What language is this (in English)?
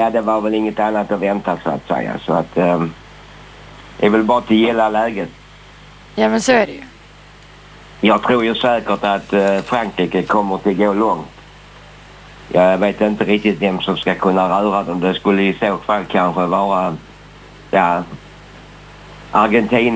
Swedish